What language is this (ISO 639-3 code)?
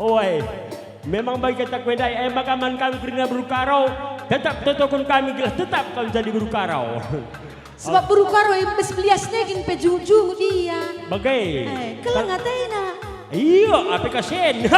btx